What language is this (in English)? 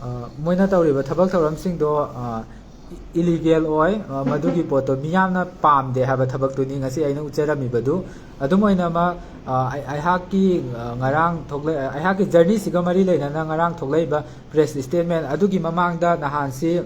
Manipuri